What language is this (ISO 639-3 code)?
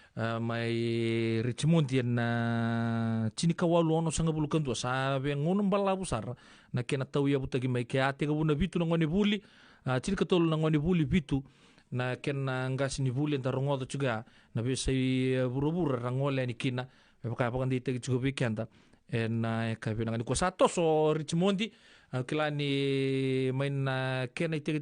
fij